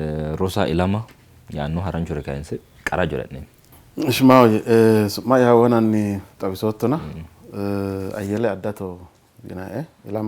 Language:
Sidamo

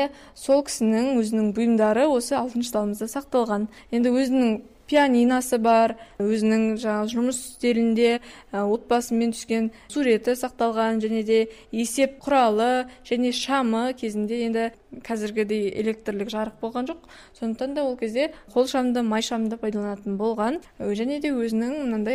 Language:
Kazakh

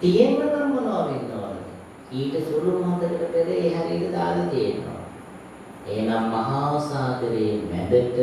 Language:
Sinhala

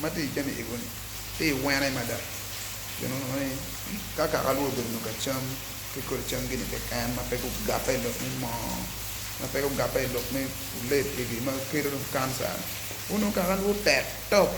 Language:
Acoli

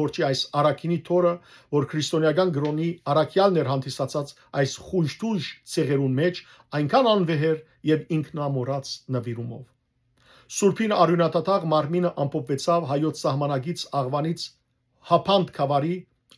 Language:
Western Armenian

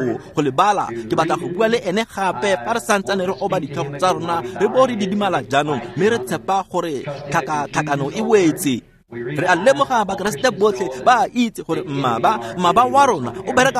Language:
Tswana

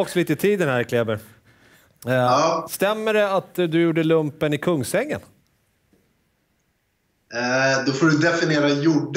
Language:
Swedish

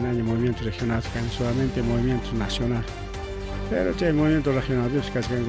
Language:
Ayacucho Quechua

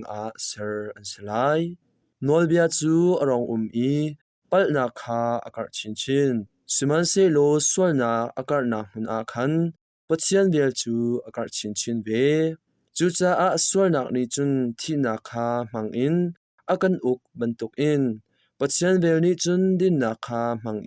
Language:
Hakha Chin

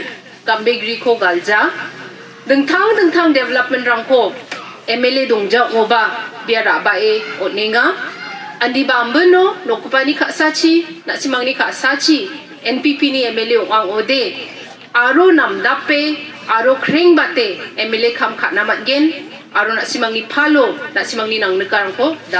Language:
Garo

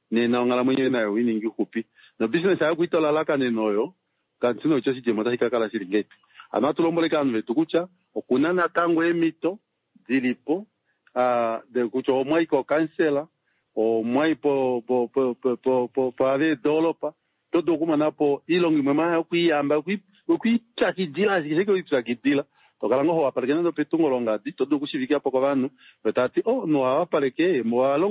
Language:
Kuanyama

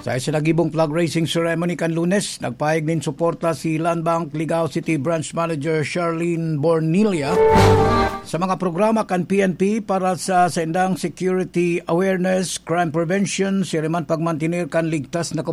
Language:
Bikol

